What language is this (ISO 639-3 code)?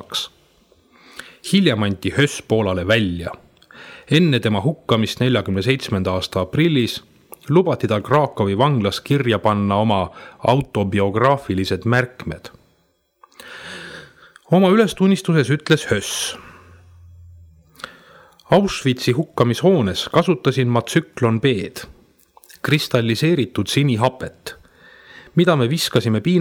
est